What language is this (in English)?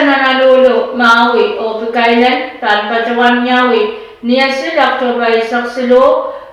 Pohnpeian